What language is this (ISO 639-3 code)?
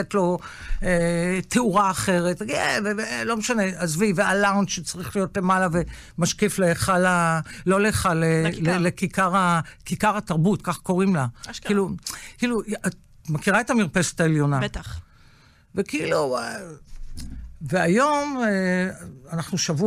heb